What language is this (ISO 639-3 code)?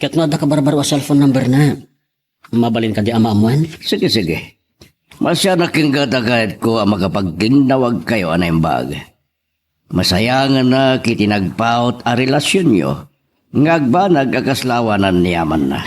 ilo